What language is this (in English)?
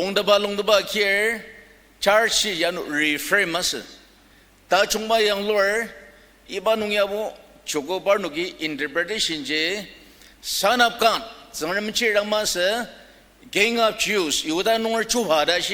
Ao Naga